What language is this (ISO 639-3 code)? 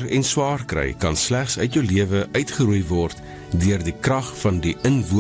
afr